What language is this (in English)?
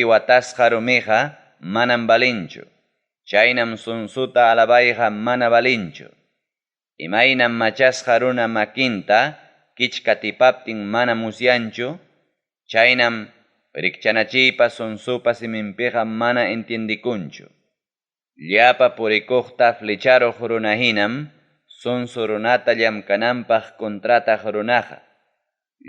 Ayacucho Quechua